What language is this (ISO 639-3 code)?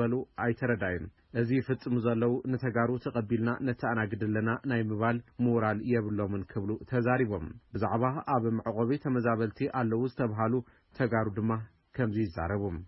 tir